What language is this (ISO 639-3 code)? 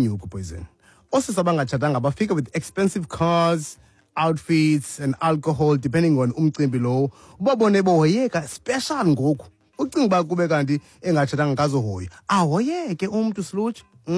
xho